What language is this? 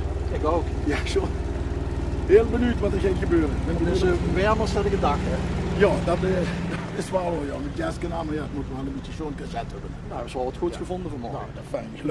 Limburgish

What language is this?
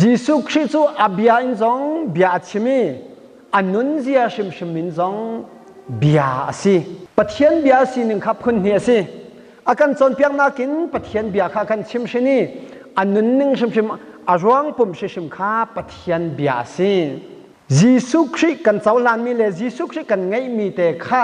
Hakha Chin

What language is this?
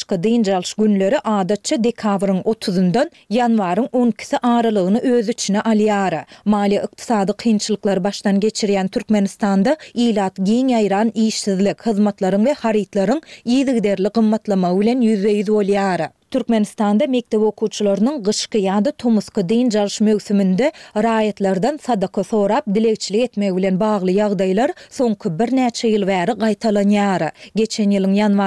Turkmen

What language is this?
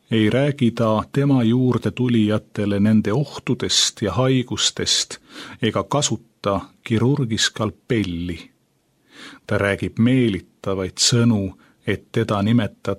Estonian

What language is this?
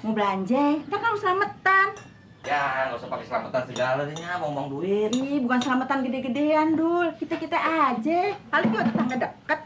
Betawi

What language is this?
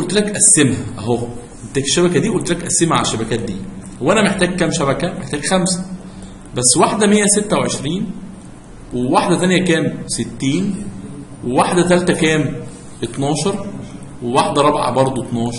Egyptian Arabic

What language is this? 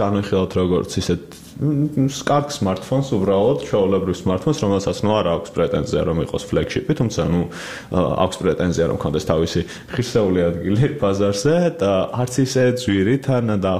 Georgian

